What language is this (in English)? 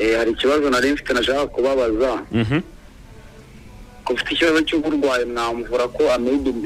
Kinyarwanda